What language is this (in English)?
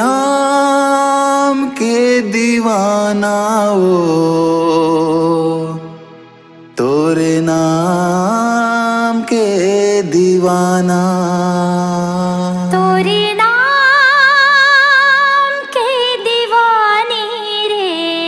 Chhattisgarhi